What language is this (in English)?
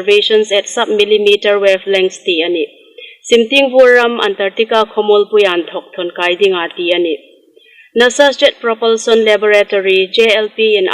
Hmar